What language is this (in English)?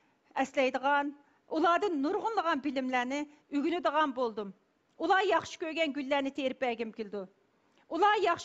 Uyghur